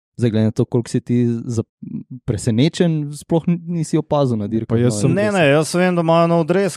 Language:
Slovenian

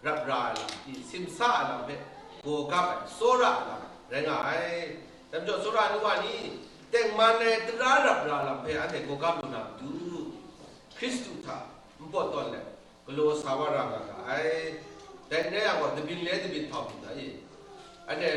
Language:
Kachin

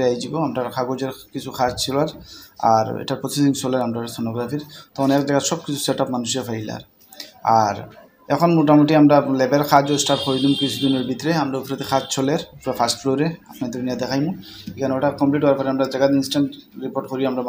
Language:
Sylheti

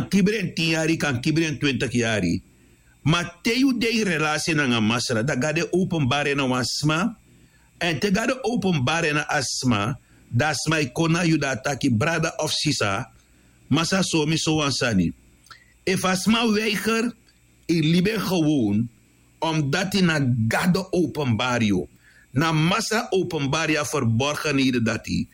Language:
Sranan Tongo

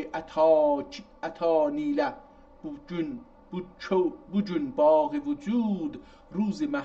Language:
South Azerbaijani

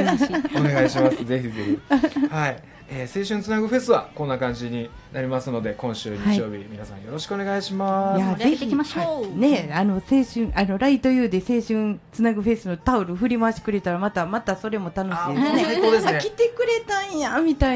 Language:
Japanese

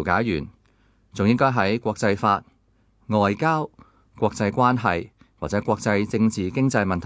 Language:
Cantonese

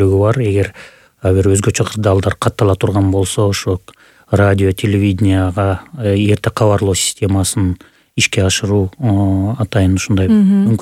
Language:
Kyrgyz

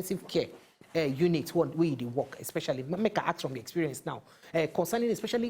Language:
Nigerian Pidgin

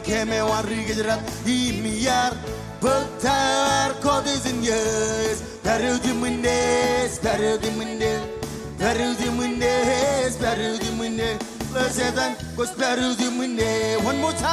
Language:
Marshallese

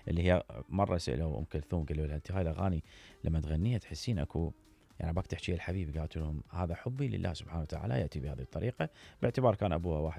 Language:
Mesopotamian Arabic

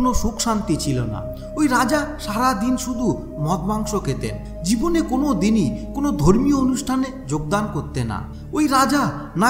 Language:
Bangla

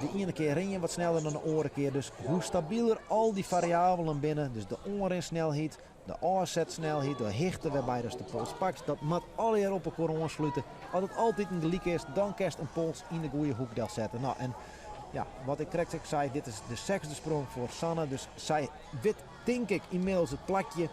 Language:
Western Frisian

